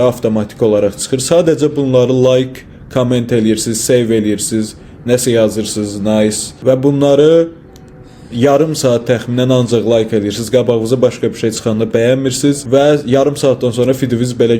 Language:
Azerbaijani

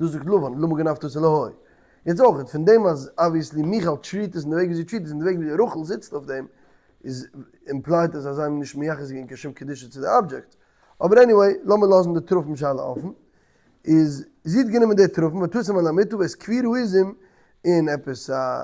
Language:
Yiddish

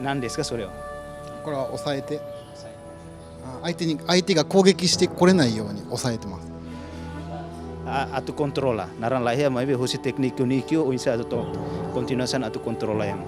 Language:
Tetum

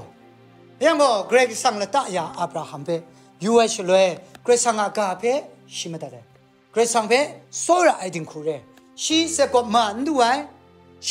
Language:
Kachin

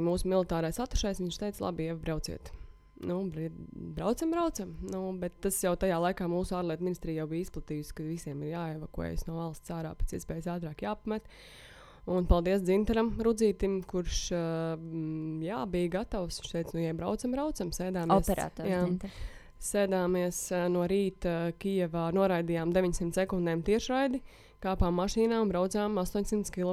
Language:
Latvian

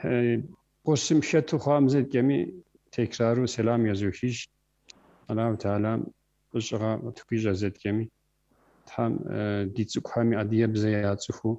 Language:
Kabardian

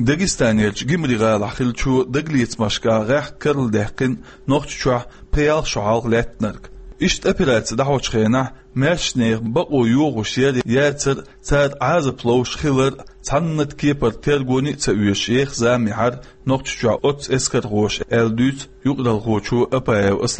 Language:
Chechen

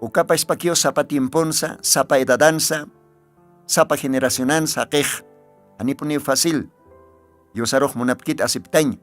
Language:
Aymara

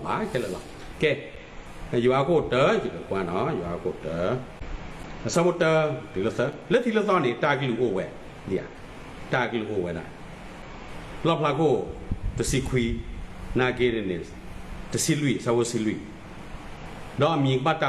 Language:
S'gaw Karen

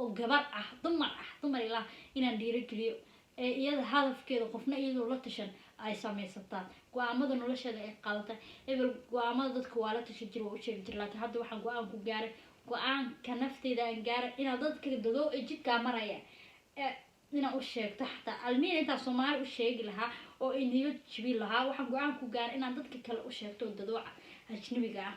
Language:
Somali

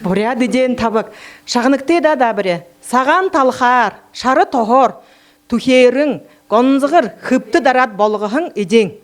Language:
Buriat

